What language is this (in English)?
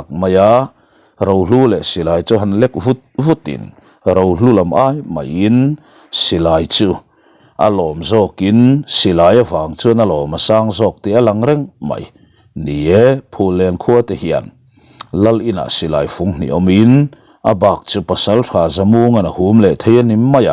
Mizo